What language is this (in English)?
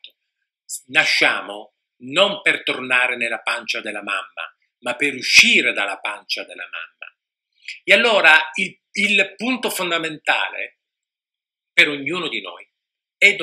Italian